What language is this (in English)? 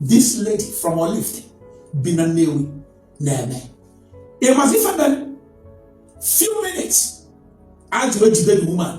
Igbo